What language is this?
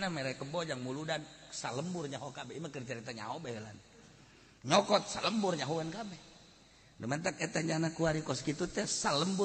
Sundanese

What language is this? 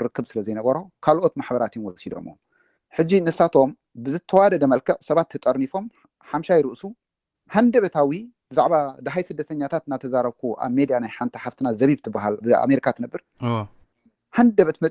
Tigrinya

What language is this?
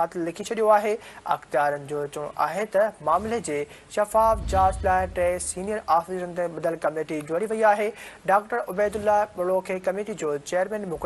Sindhi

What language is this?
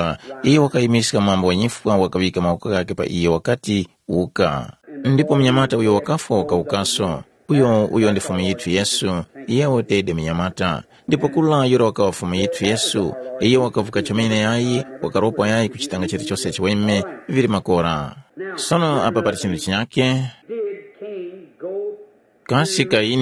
Tumbuka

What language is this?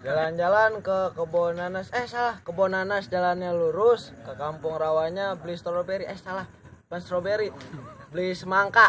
Betawi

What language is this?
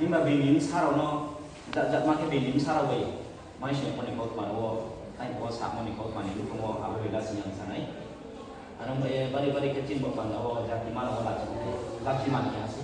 Riang (India)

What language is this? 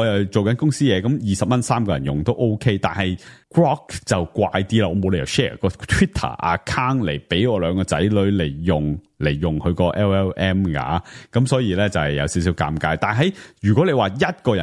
Cantonese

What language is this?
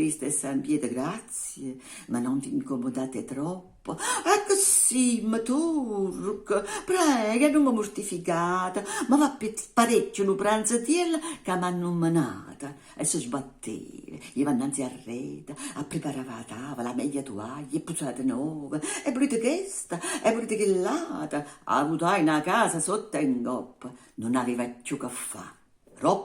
Neapolitan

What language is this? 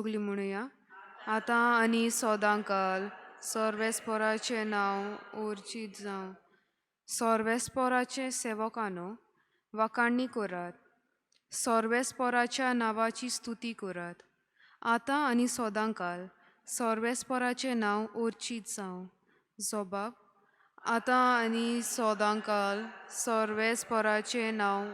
Konkani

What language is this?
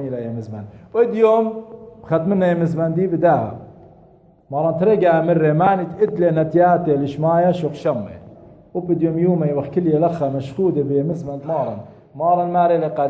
Assyrian Neo-Aramaic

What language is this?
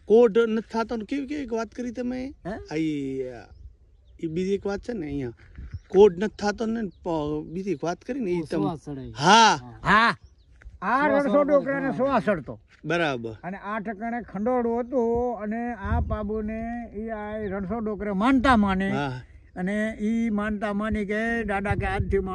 Gujarati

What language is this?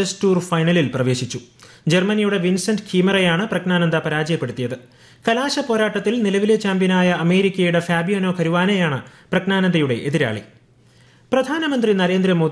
Malayalam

